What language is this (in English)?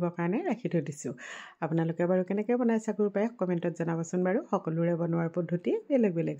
Assamese